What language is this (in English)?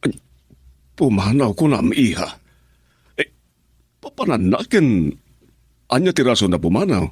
Iloko